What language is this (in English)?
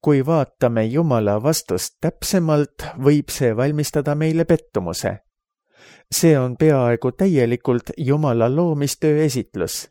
Estonian